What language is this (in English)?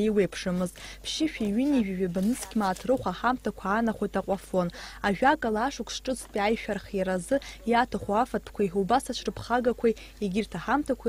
Abkhazian